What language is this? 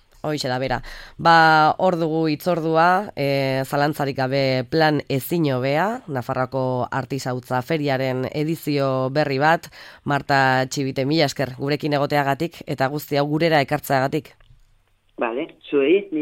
Basque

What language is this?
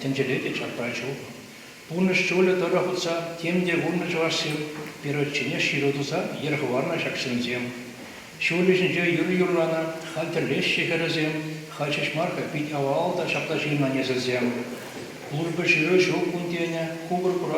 Chuvash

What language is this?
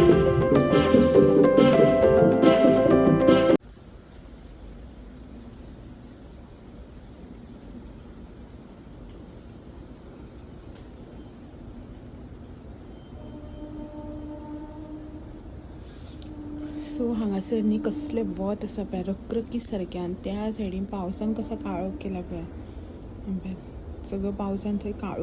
Konkani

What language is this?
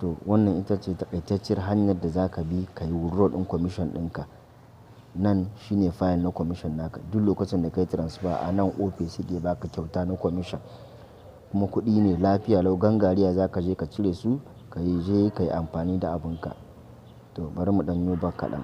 Hausa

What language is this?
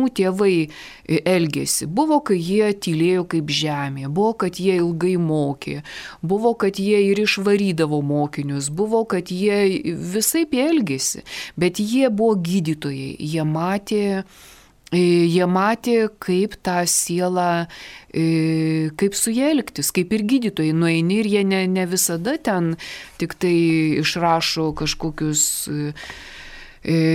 Lithuanian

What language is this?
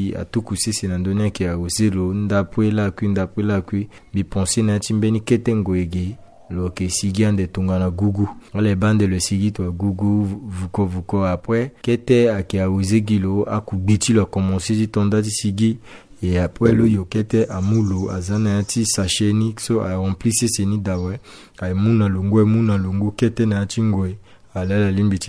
Sango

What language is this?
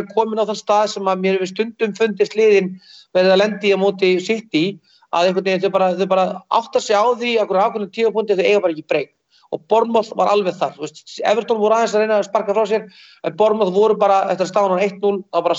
Icelandic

